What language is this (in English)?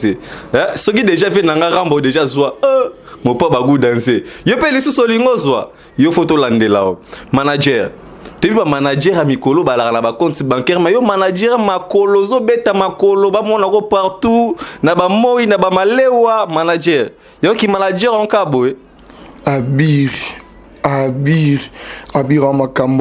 Lingala